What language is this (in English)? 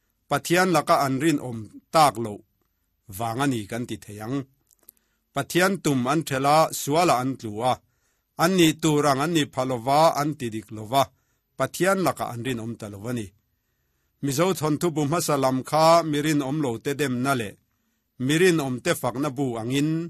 Mizo